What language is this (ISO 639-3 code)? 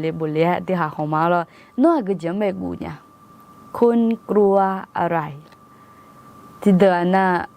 ahk